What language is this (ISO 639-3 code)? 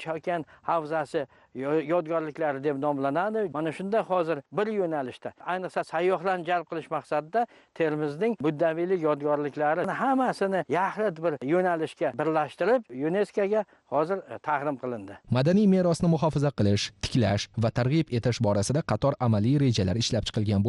uzb